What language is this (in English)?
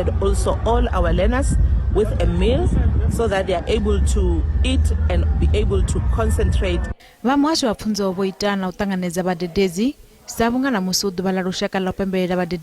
Venda